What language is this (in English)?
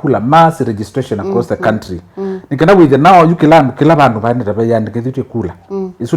Kamba